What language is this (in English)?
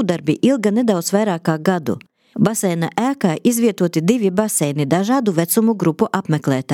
Latvian